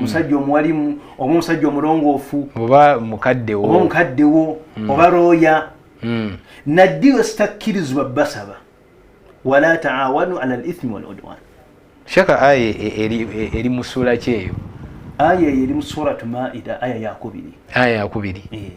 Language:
Ganda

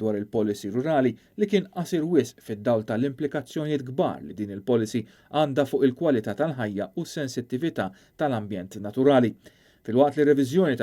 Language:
Maltese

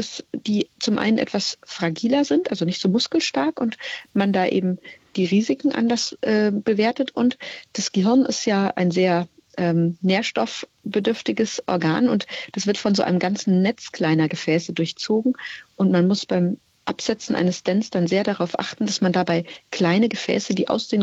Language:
German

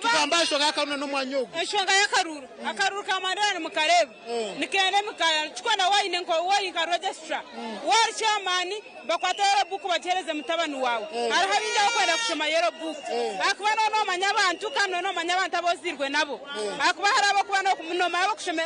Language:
Nyankole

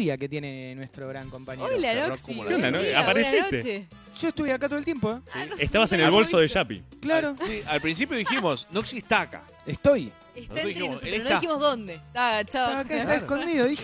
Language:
Spanish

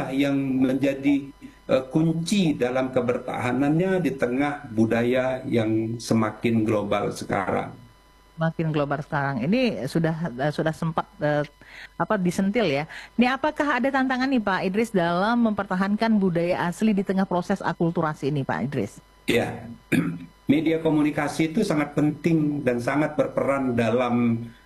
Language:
Indonesian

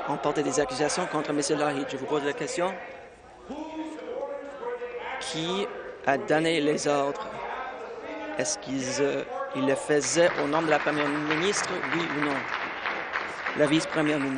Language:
French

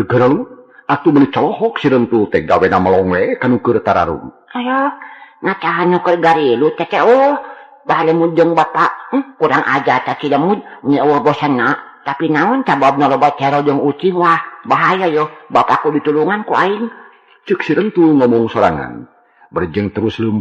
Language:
Sundanese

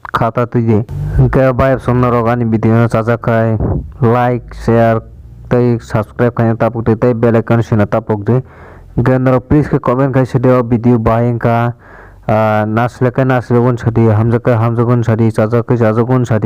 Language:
Kok Borok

